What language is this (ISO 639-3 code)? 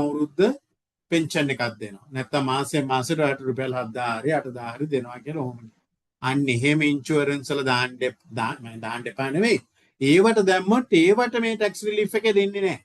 sin